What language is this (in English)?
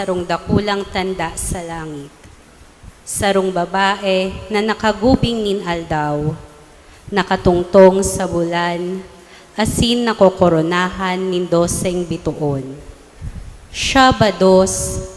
Bikol